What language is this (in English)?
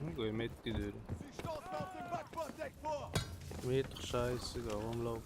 Swiss German